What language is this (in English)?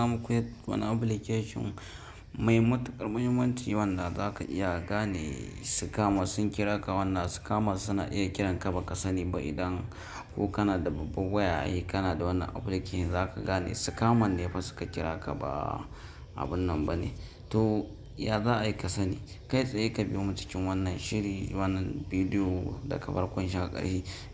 Hausa